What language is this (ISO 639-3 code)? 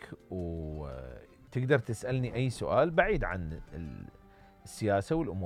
acm